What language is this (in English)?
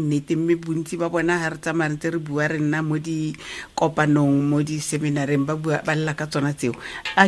Tswana